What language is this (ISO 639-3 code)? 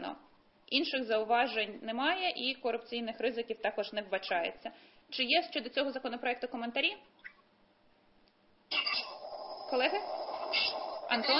ukr